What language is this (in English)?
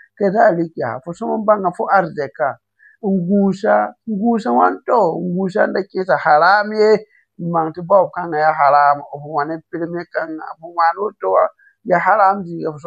Mossi